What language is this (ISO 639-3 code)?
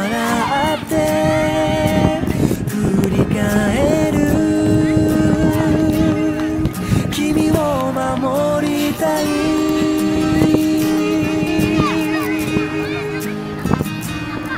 jpn